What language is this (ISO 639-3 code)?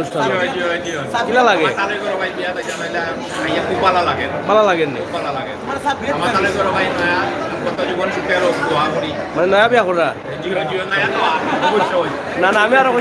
syl